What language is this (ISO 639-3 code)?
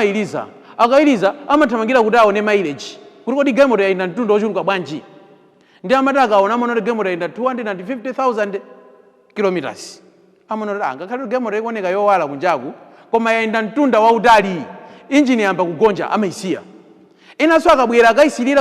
nya